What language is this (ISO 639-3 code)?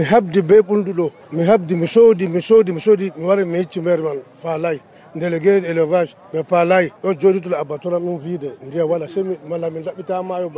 fuv